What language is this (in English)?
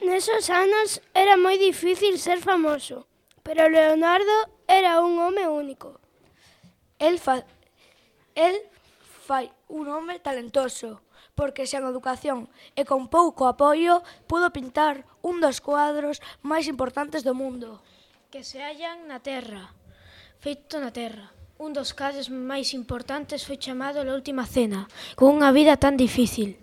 Galician